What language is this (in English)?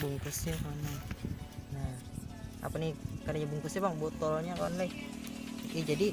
Banjar